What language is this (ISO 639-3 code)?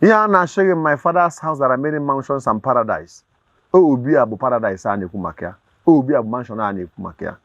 ibo